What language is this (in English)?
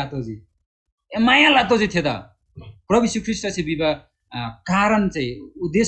Eastern Tamang